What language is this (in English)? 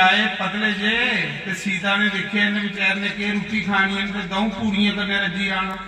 Dogri